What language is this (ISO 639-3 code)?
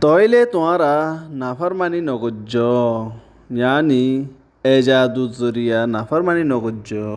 rhg